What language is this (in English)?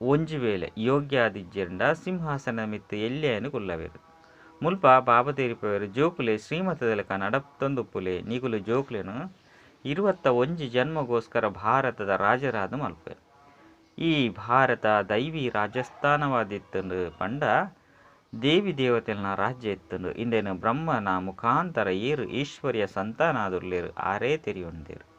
Tulu